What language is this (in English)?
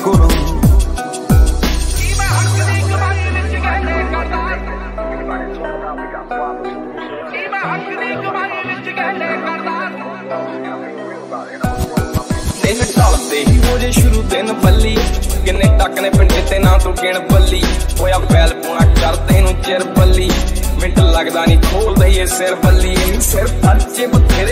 Punjabi